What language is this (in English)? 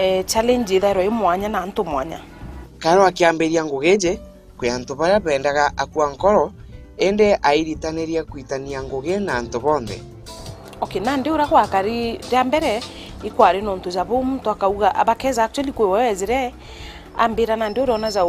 Meru